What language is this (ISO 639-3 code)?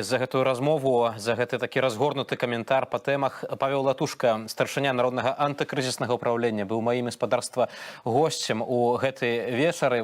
bel